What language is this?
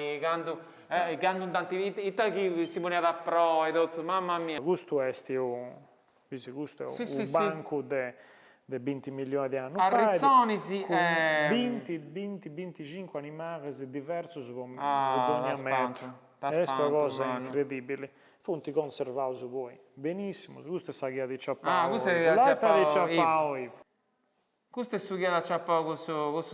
Sardinian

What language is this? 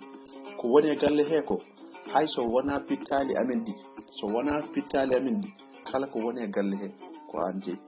Fula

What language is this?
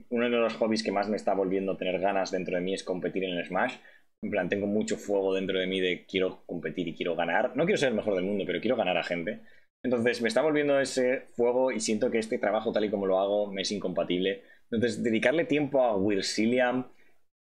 Spanish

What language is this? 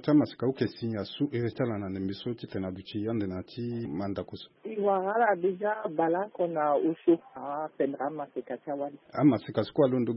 Sango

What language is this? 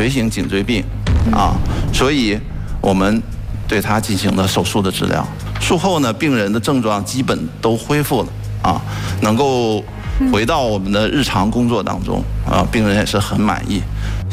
Chinese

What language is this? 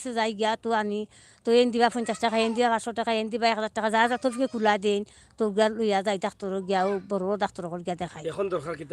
Sylheti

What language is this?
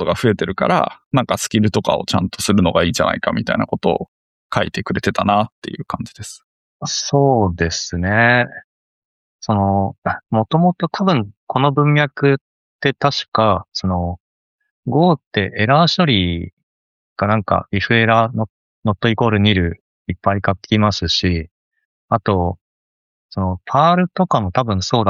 Japanese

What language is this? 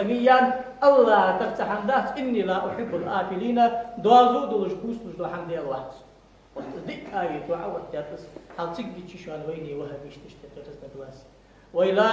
Ingush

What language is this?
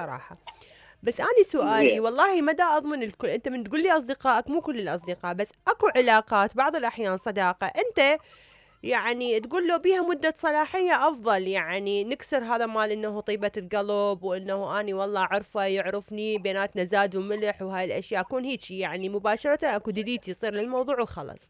Mesopotamian Arabic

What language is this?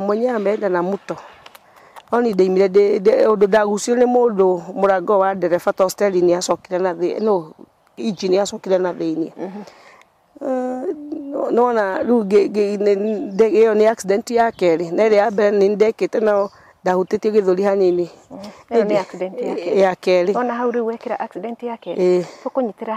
Kikuyu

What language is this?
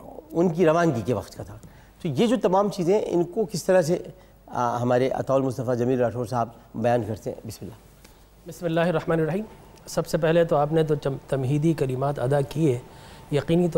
Urdu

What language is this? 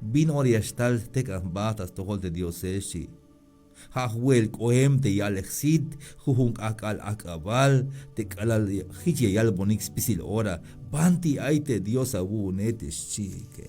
Tzeltal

